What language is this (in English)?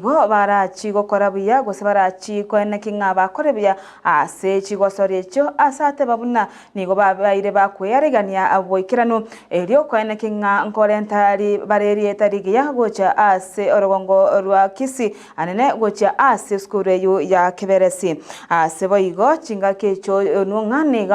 Gusii